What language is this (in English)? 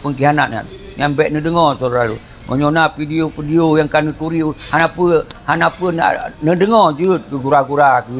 Achinese